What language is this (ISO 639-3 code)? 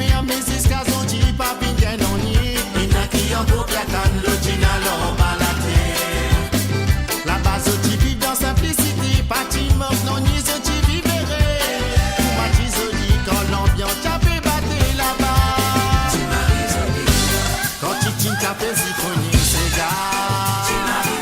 mfe